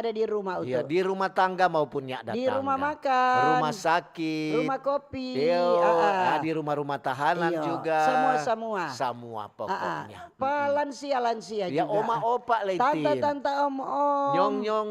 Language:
Manado Malay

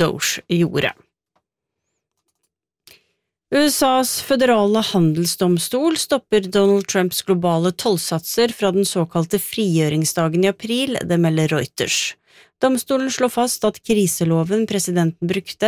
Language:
Norwegian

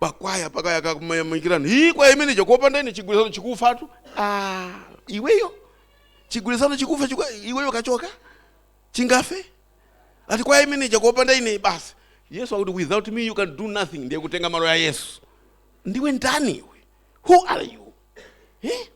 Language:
Nyanja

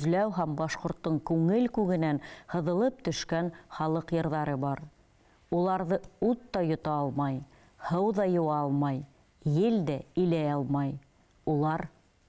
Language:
Bashkir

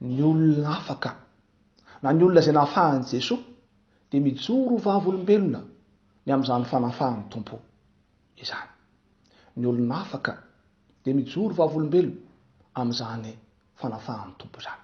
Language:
Malagasy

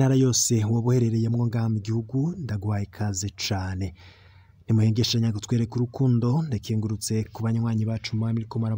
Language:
Rundi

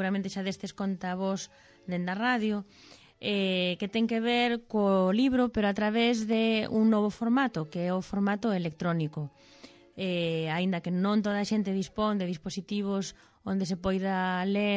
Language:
Galician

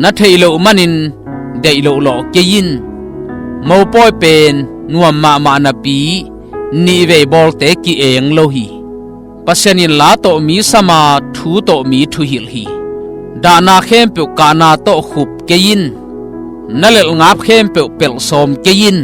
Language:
Tedim Chin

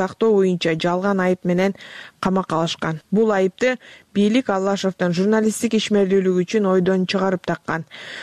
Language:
Kyrgyz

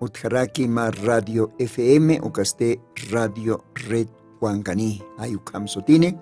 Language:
Aymara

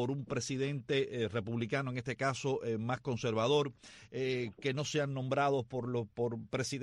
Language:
Spanish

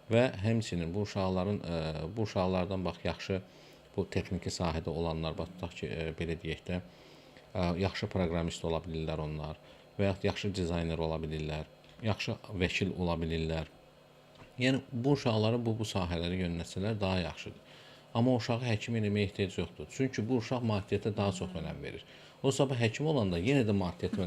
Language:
Azerbaijani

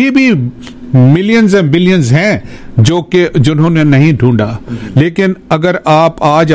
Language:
Urdu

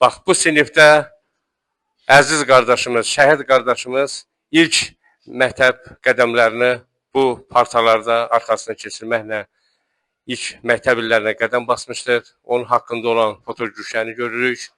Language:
Azerbaijani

